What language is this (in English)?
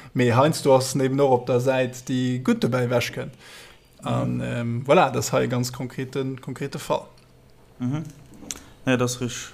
Luxembourgish